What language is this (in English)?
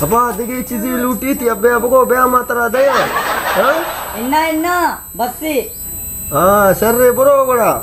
Baluchi